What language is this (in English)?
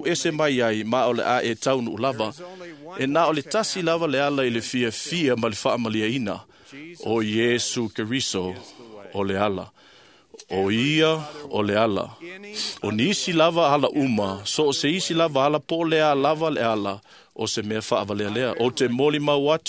Samoan